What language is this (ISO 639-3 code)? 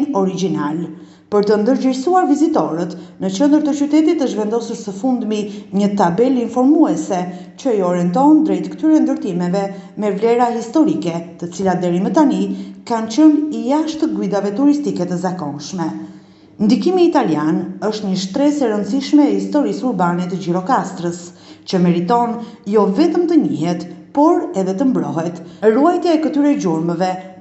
sqi